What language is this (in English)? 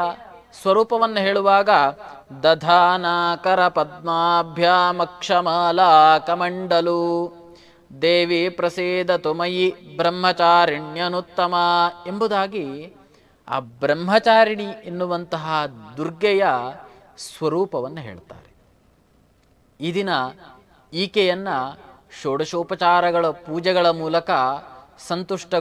Kannada